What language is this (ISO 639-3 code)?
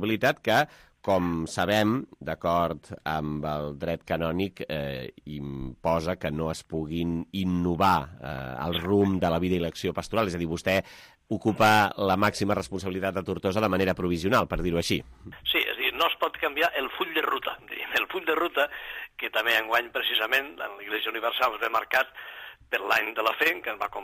cat